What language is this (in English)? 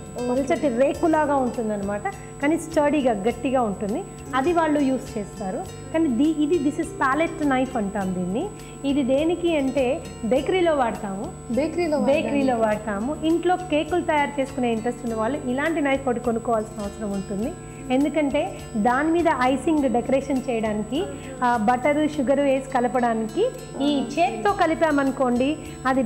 Telugu